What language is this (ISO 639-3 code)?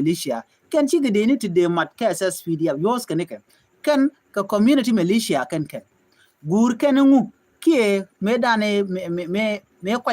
nus